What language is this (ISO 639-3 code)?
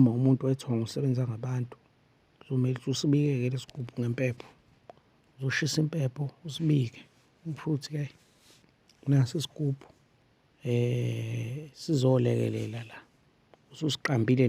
zul